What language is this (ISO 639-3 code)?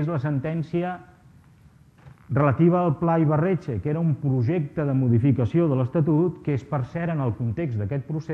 cat